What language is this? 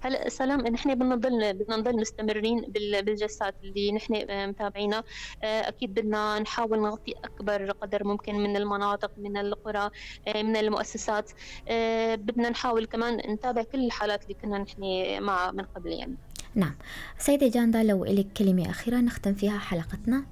North Levantine Arabic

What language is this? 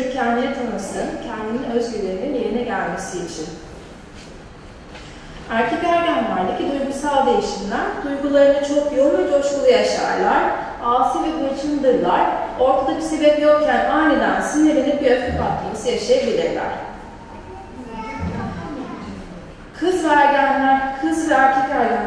Turkish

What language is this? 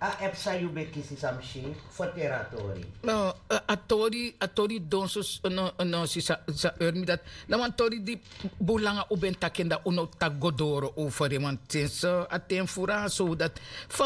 Sranan Tongo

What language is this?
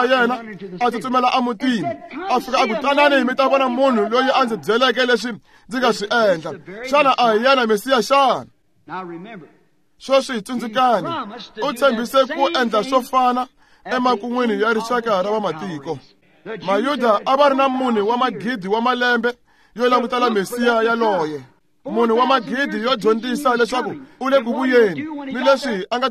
Tsonga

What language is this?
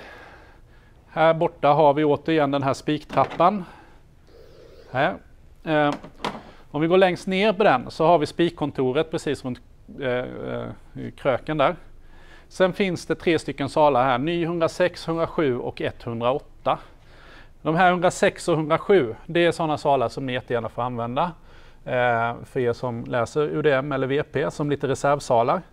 Swedish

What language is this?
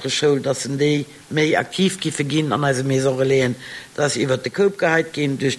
Luxembourgish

